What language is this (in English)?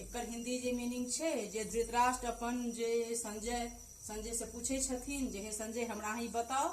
Maithili